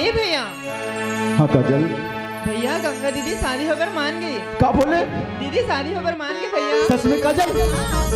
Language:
Chhattisgarhi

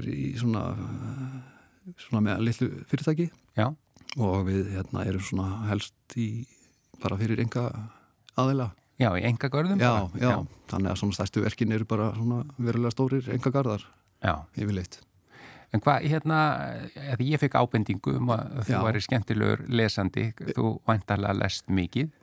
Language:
Icelandic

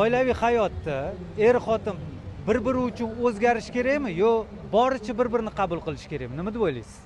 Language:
Uzbek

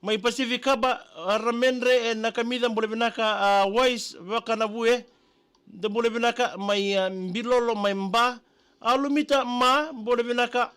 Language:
Fijian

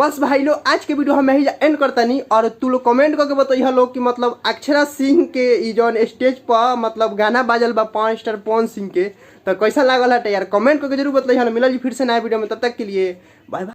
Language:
Bhojpuri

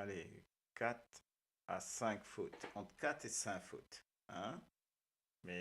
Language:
Morisyen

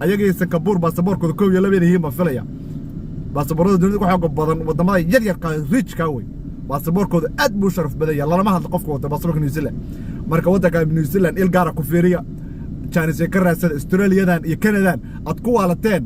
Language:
Somali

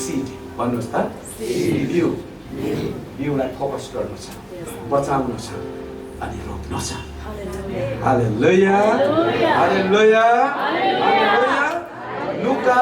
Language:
Nepali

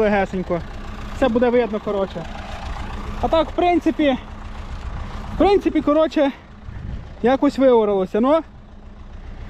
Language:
Ukrainian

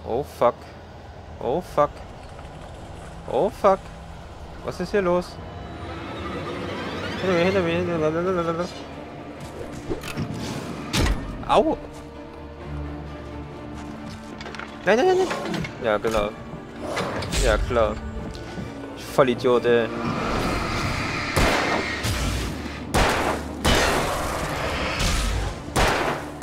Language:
German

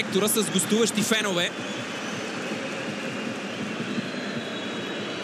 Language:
Bulgarian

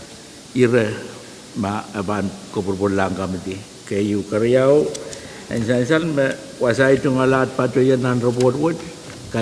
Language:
Pohnpeian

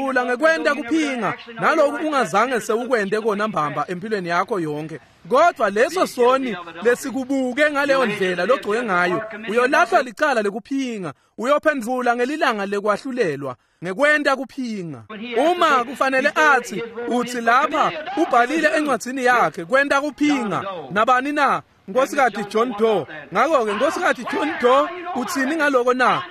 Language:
Swati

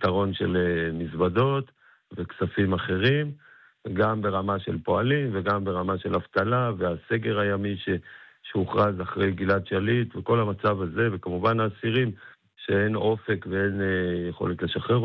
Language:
Hebrew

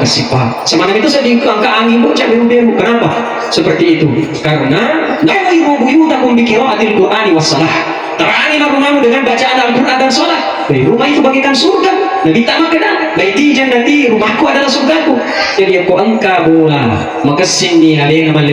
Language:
Buginese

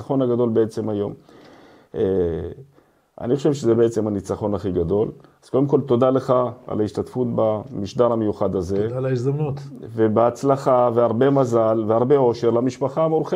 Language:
Hebrew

